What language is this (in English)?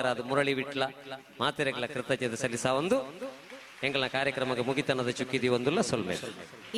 Tulu